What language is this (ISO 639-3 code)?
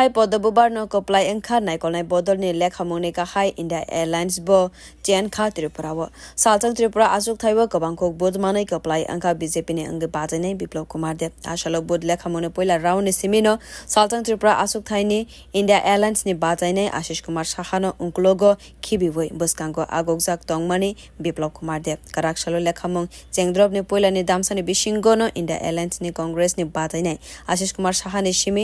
trp